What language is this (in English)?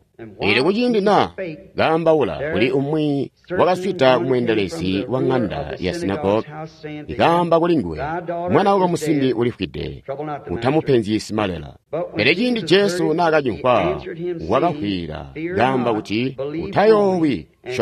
Tonga (Zambia)